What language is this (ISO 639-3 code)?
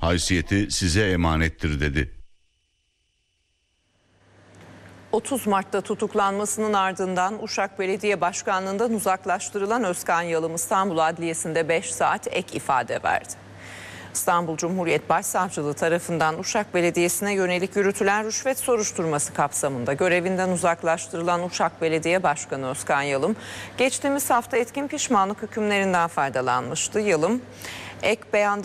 tur